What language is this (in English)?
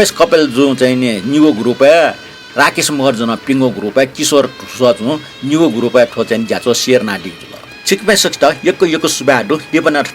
Newari